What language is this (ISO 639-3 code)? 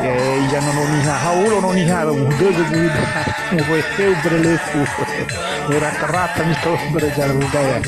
nia